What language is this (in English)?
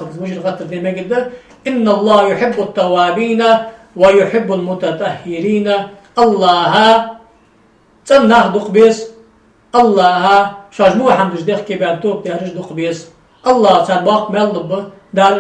Ingush